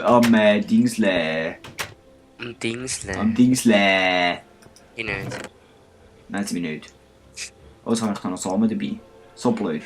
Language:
Swiss German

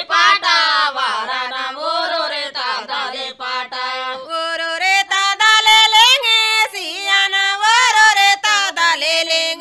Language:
Gondi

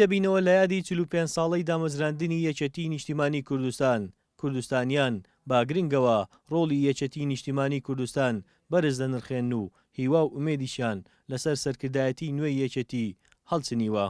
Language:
Central Kurdish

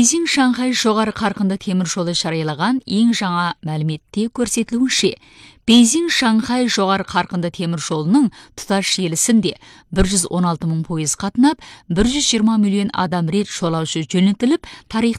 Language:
Kazakh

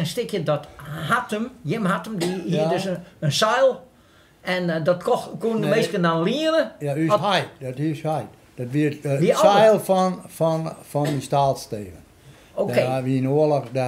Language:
Western Frisian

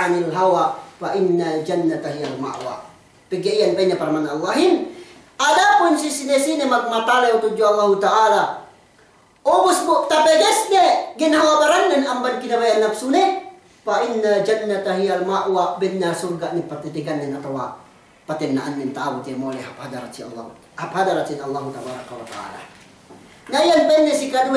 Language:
Yakan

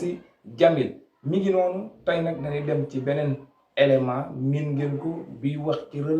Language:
Wolof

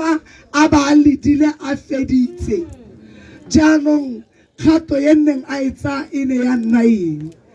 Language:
Tswana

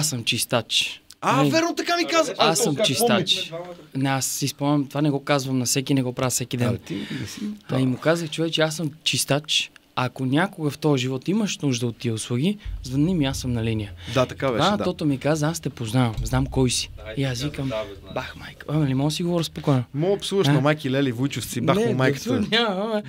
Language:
Bulgarian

